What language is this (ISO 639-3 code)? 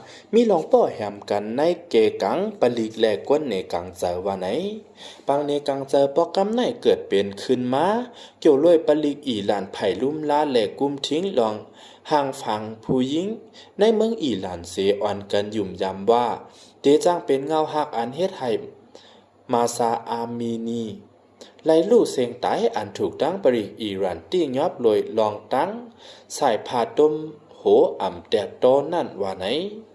shn